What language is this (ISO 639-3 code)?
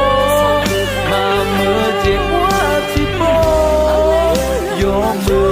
ahk